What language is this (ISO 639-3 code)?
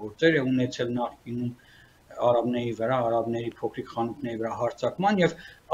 hye